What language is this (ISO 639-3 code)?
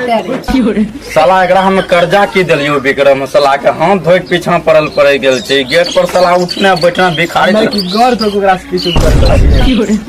mai